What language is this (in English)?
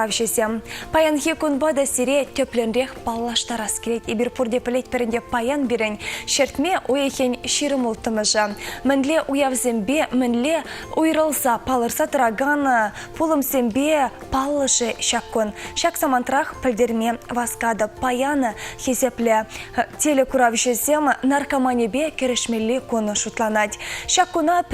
Chuvash